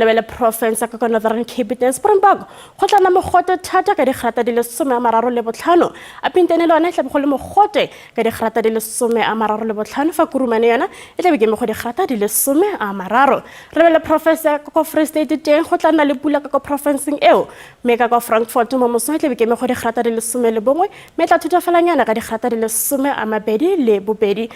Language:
Tswana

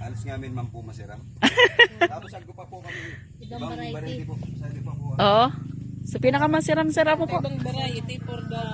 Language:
Rinconada Bikol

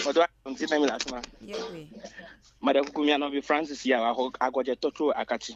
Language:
Ewe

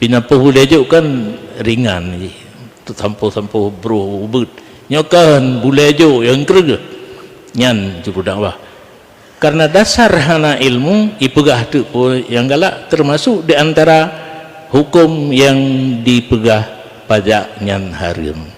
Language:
Achinese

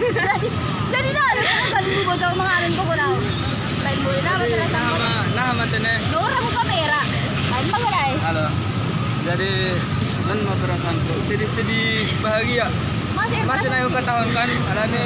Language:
Batak Simalungun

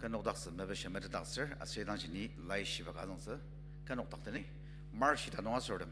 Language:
Ao Naga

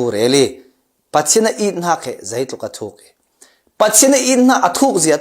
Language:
Falam Chin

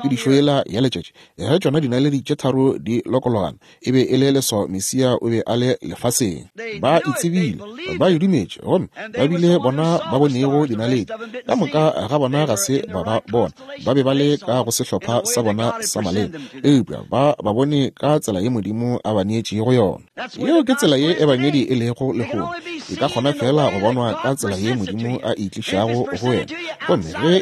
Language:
Northern Sotho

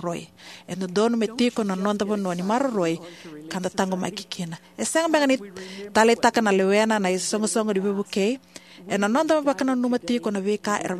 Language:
Fijian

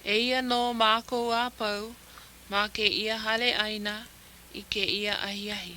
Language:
Hawaiian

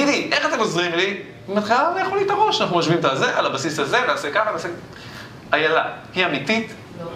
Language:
Hebrew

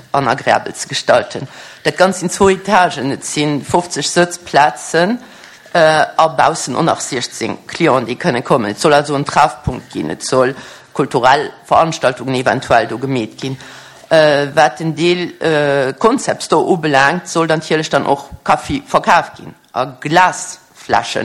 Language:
Luxembourgish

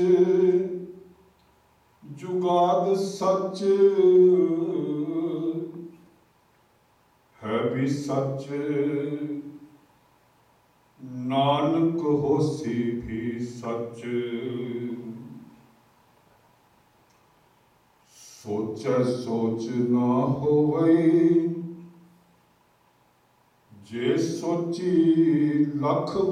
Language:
Punjabi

